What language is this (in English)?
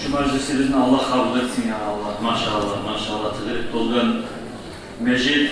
Kumyk